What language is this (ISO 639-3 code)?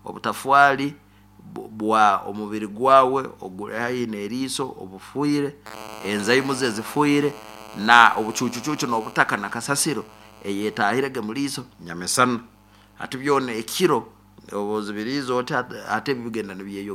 nyo